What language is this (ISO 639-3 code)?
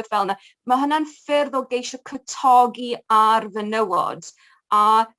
cym